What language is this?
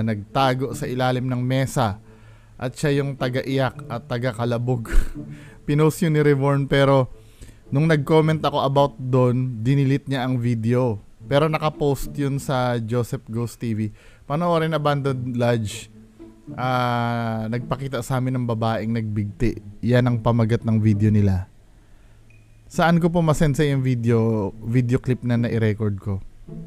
Filipino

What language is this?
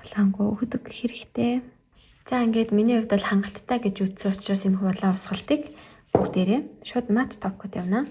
Mongolian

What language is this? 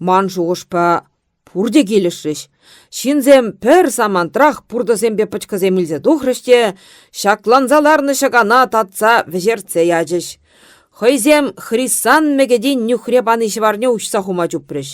Chuvash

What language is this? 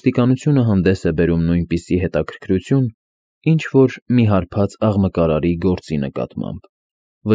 Armenian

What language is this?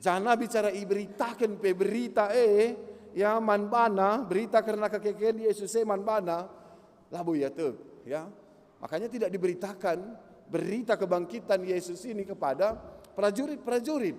Batak Karo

